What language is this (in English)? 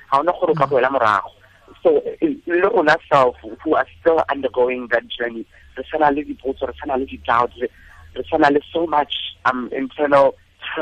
Tswana